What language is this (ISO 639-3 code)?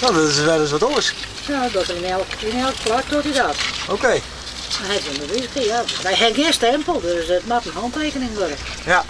fry